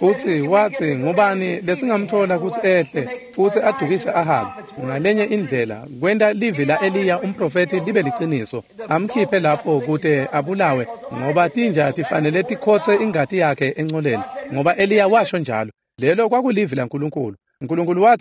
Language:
Swati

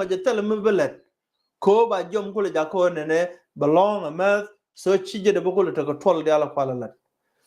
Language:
Nuer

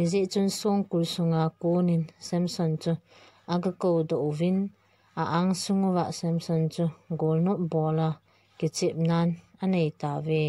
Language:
Thado Chin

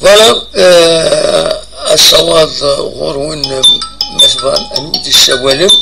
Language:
Kabyle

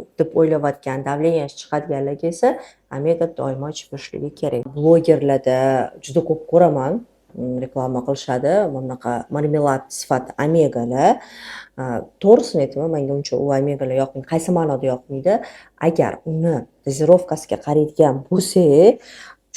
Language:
Uzbek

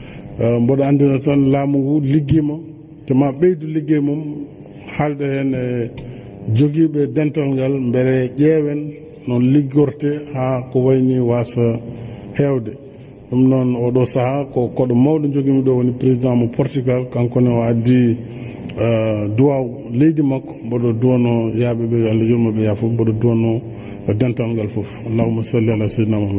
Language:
Fula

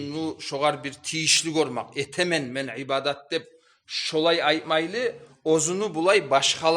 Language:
Kumyk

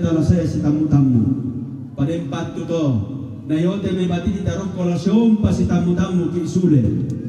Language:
Toraja-Sa'dan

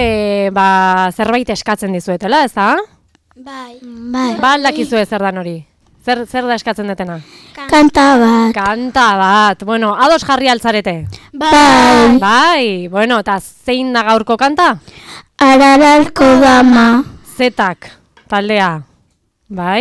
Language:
Basque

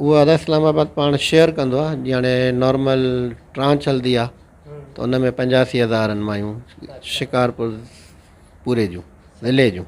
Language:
Sindhi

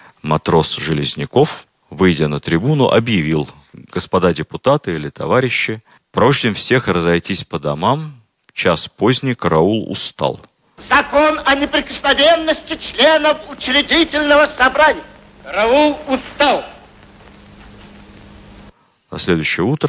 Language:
Russian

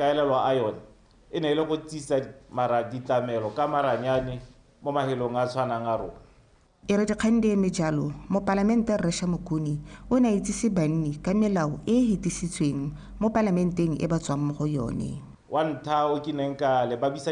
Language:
Tswana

